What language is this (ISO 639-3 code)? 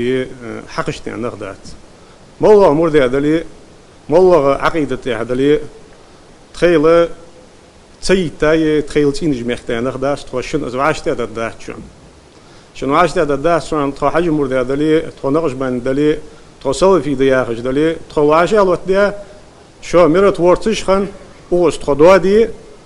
inh